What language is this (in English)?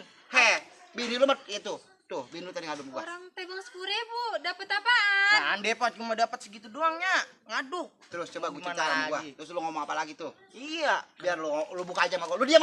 Betawi